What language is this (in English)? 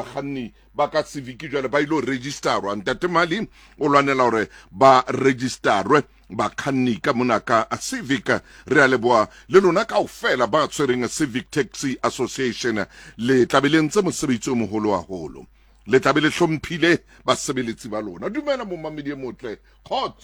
Southern Sotho